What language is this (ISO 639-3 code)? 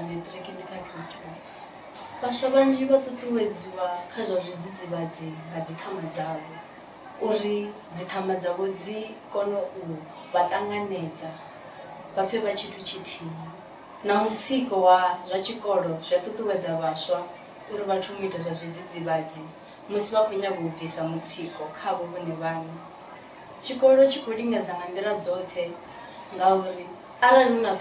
ven